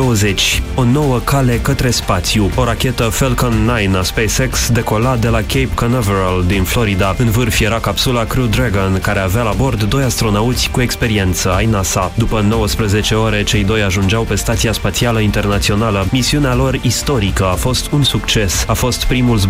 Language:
Romanian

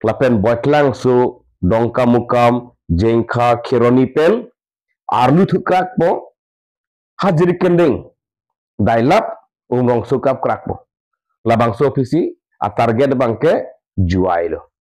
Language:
Karbi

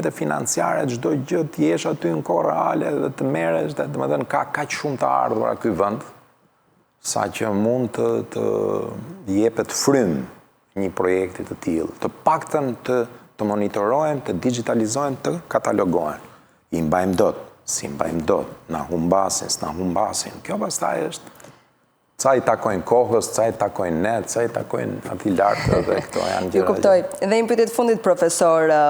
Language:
Albanian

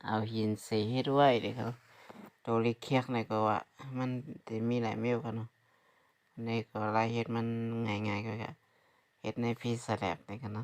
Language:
Shan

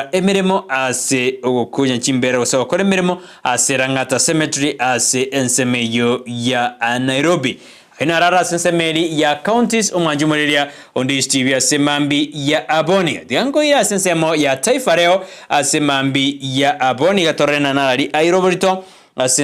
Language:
Gusii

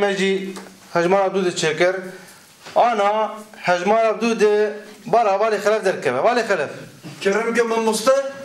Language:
Kurdish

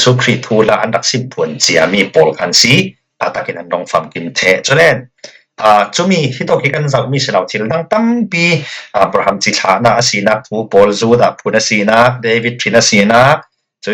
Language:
Falam Chin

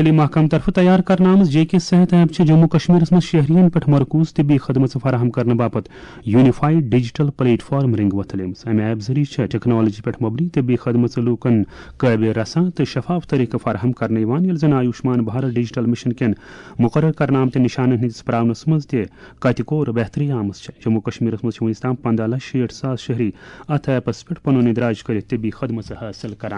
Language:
Kashmiri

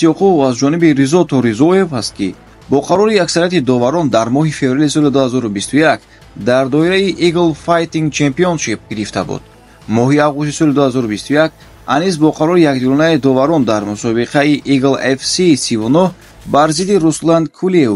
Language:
Tajik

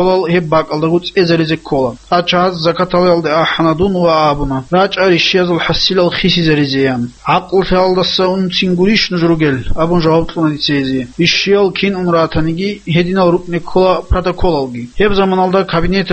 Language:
Avaric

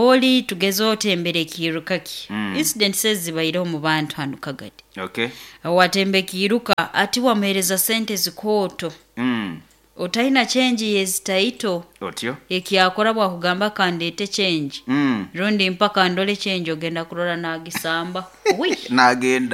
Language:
Nyoro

